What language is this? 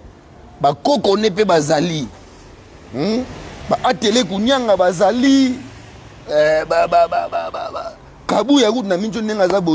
Lingala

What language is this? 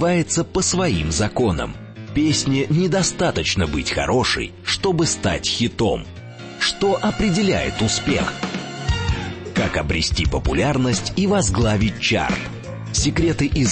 Russian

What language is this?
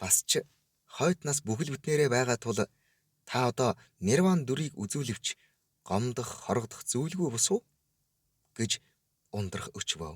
Mongolian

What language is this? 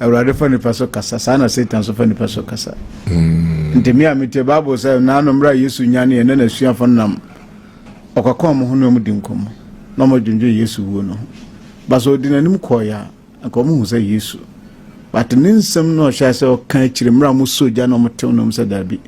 Akan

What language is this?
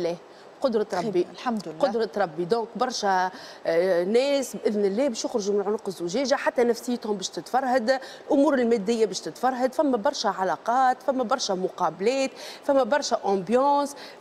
Tunisian Arabic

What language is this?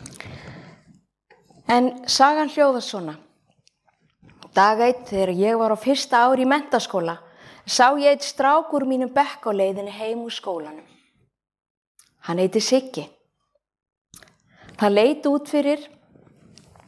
Icelandic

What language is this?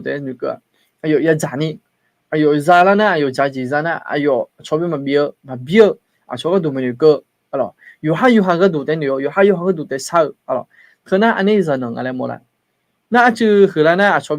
Akha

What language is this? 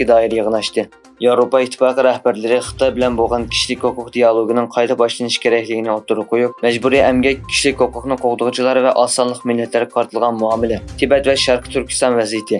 Uyghur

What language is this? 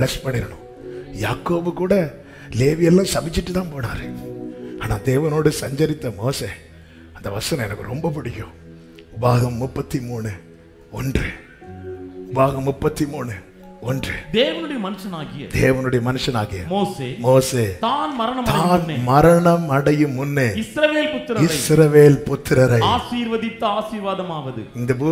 Tamil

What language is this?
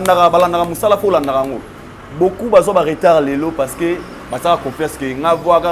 Lingala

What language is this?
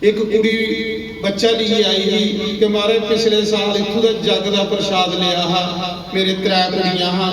Dogri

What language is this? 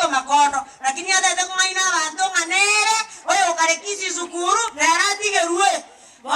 Gusii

